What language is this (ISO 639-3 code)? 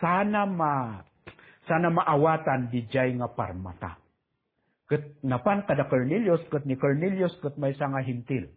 ilo